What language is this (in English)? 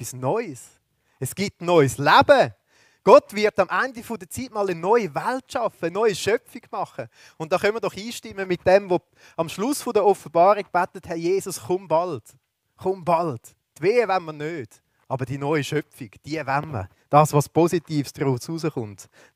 Swiss German